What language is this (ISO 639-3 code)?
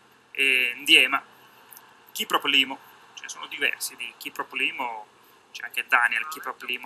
ita